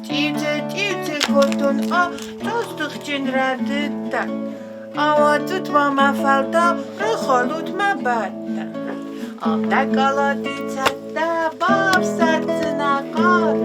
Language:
Ossetic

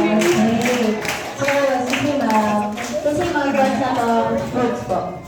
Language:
Cebuano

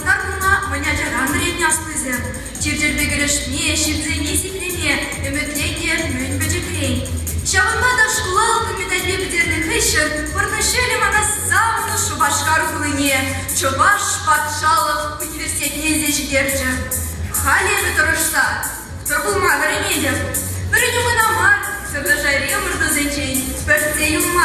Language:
Chuvash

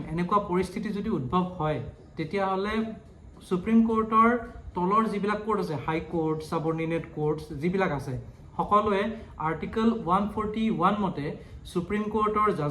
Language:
Assamese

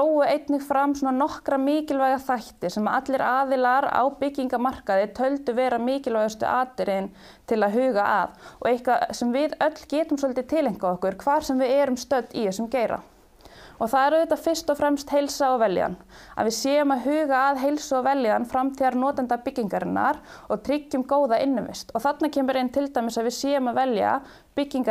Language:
Icelandic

